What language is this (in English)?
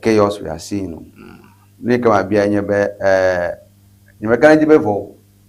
Ewe